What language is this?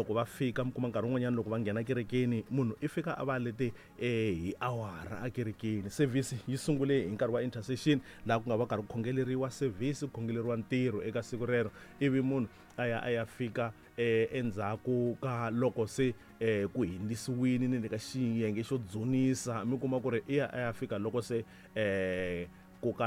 Tsonga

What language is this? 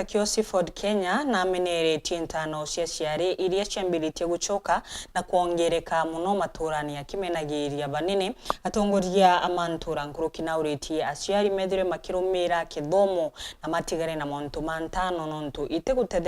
Meru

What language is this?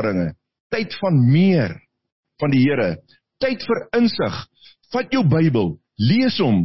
Afrikaans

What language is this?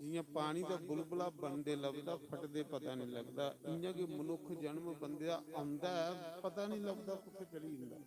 Dogri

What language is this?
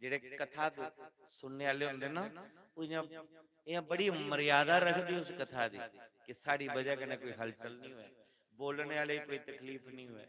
Dogri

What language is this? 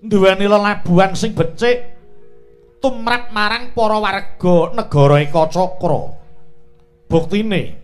Javanese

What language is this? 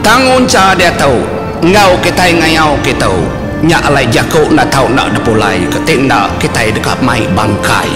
Iban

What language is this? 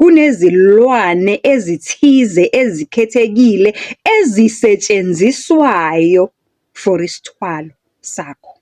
Zulu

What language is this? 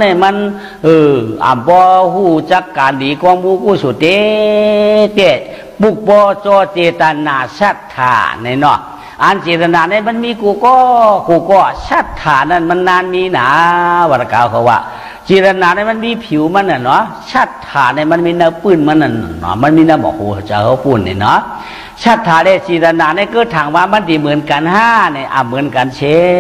Shan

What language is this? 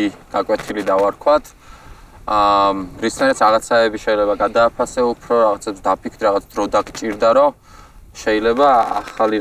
Georgian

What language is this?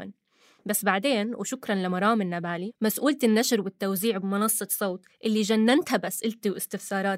North Levantine Arabic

